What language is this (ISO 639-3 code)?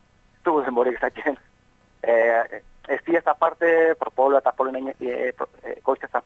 eus